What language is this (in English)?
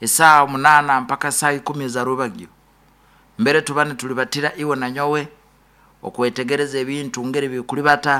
Nyoro